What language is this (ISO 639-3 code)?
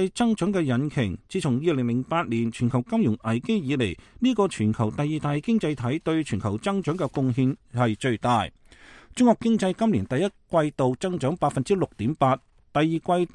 yue